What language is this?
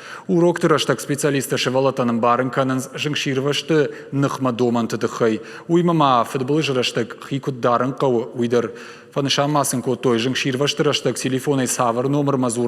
Ossetic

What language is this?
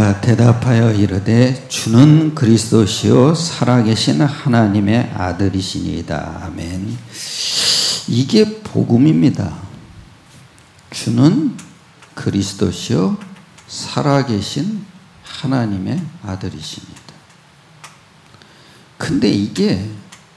Korean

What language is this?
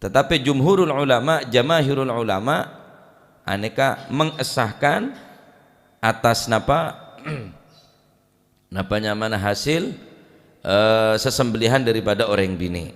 Madurese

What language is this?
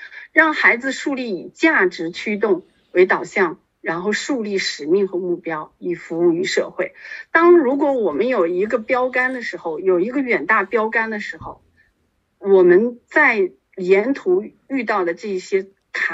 Chinese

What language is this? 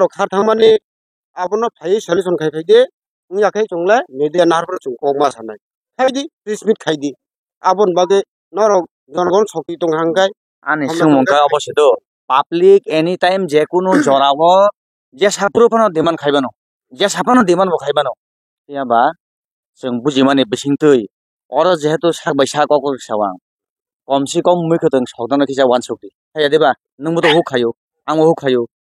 Kok Borok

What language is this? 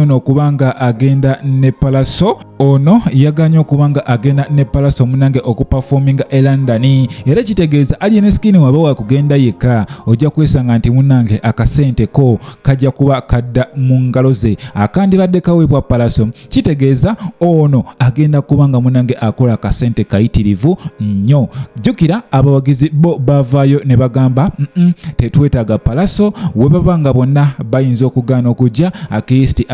Ganda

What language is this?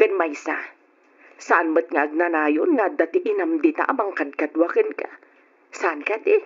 Iloko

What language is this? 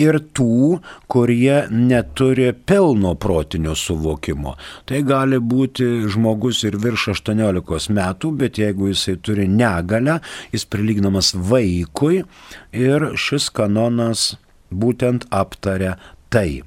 Lithuanian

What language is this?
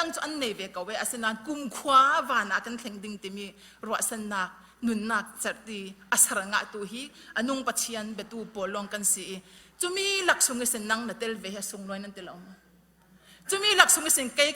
Falam Chin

